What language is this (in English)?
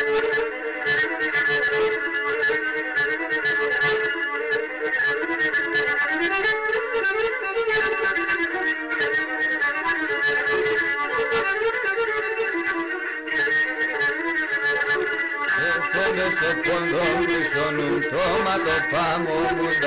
Greek